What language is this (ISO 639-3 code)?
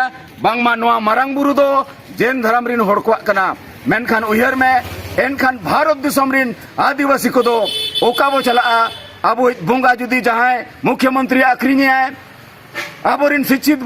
sat